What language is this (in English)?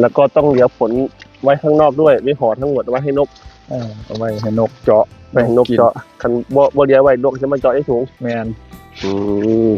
Northeastern Thai